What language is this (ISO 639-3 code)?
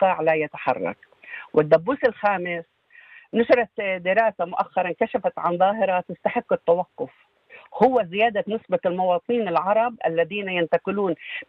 ara